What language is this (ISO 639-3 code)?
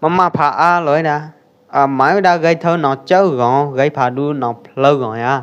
kjp